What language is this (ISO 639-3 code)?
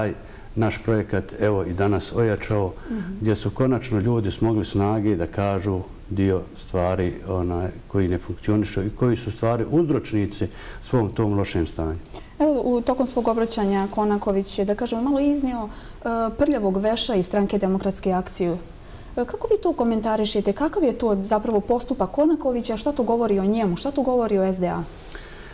bos